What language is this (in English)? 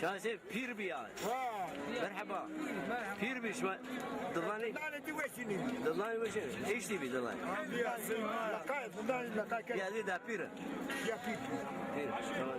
Zaza